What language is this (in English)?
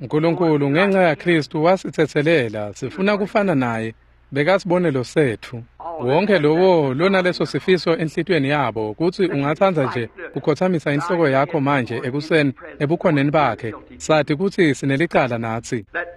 Swati